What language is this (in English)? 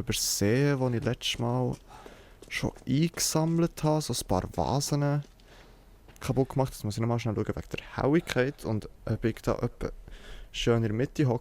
Swiss German